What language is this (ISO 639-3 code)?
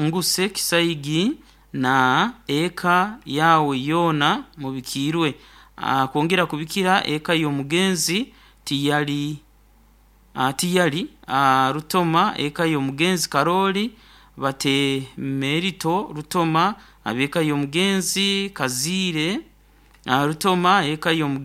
nyo